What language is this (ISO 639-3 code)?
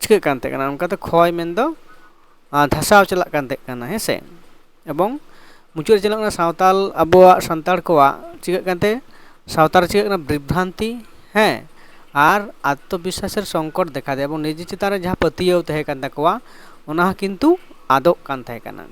sat